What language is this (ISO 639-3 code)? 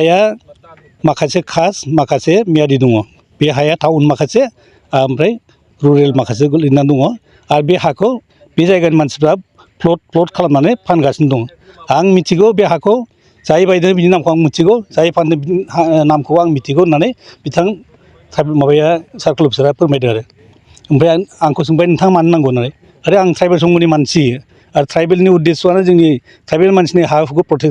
brx